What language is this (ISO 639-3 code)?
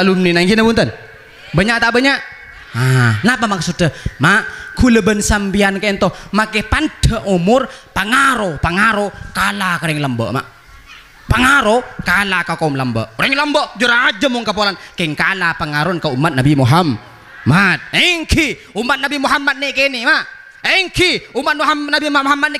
mad